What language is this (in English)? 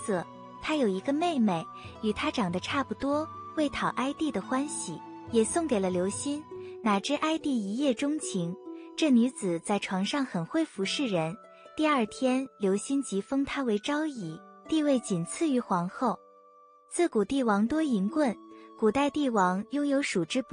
Chinese